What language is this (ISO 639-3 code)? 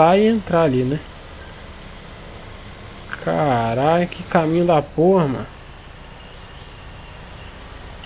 por